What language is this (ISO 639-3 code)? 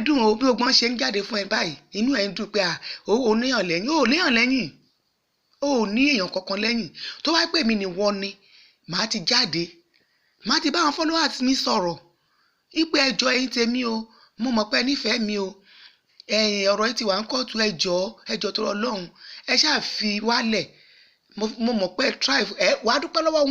yor